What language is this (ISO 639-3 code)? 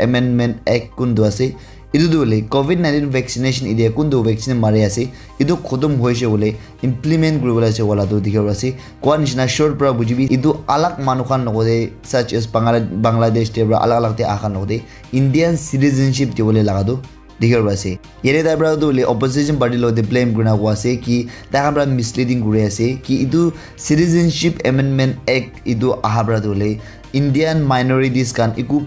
nag